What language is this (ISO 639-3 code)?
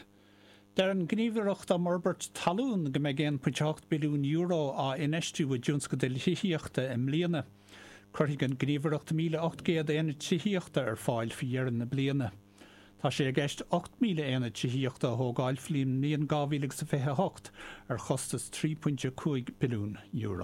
gle